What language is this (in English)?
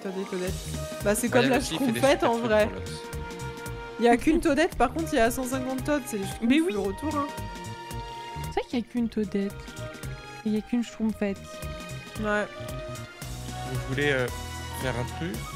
French